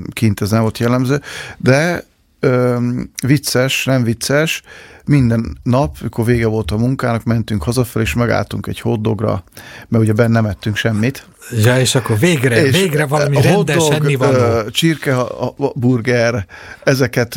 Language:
Hungarian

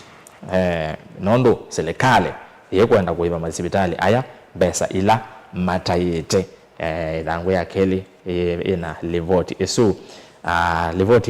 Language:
Kamba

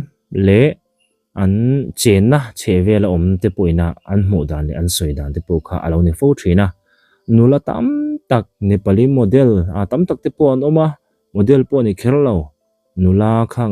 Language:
Mizo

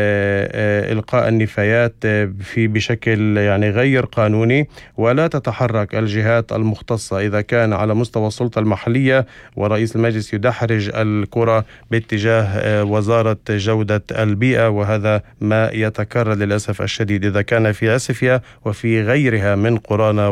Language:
North Levantine Arabic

